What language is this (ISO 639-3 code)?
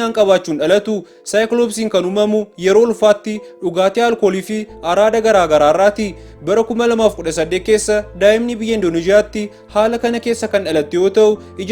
orm